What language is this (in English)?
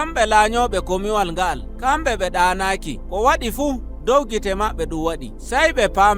Nigerian Fulfulde